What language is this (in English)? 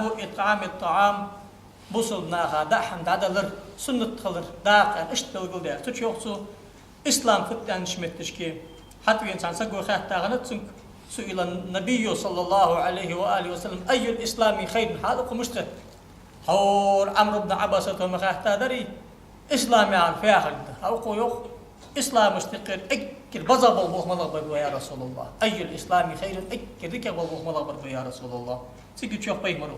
Ingush